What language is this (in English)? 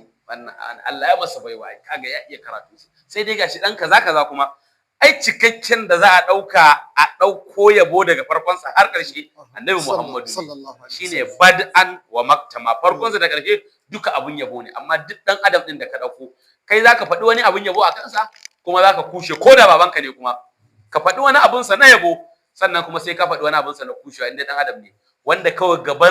Hausa